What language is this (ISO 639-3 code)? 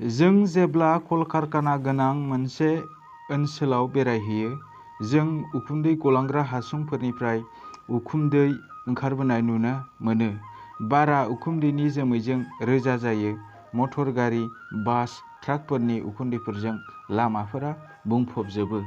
brx